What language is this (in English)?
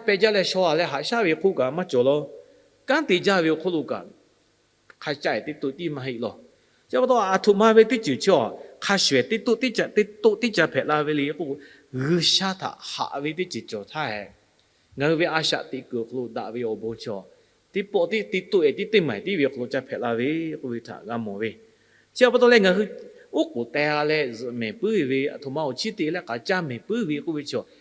Lahu